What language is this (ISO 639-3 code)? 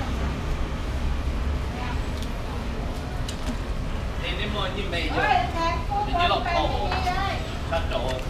vie